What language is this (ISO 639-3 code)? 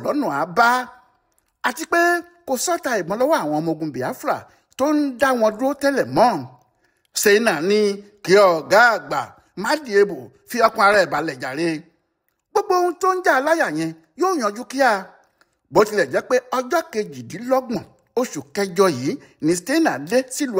yor